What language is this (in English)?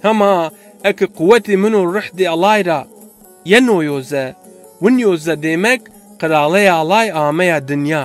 Zaza